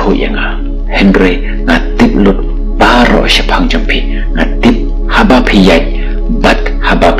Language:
Khasi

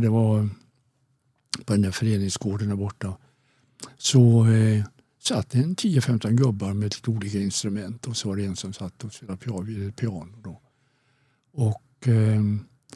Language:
Swedish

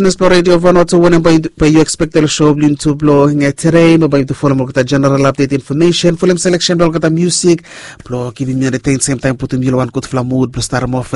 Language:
Bislama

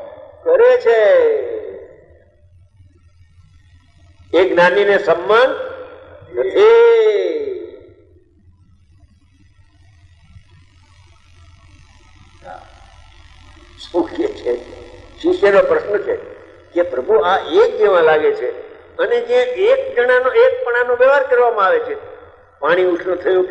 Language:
Gujarati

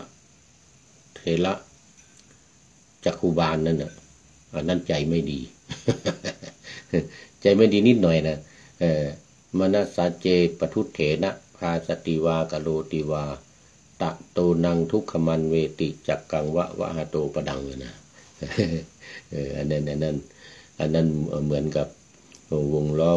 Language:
Thai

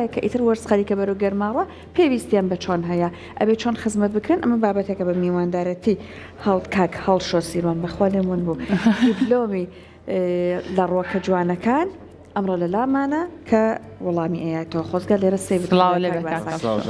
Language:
Central Kurdish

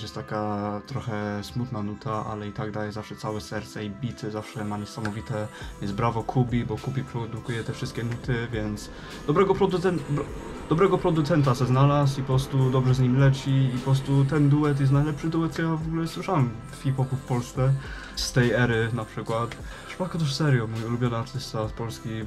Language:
Polish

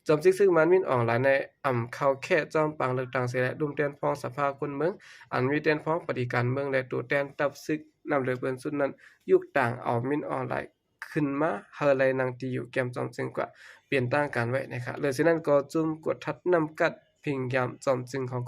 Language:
Shan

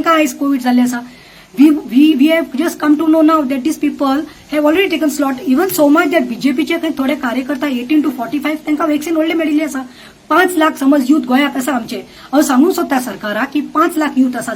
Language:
Konkani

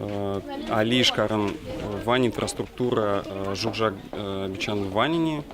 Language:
Udmurt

